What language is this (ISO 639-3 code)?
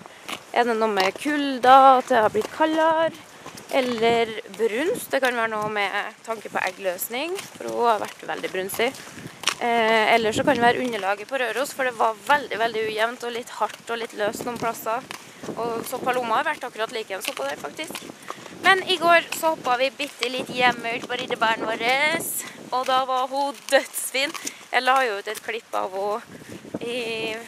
nor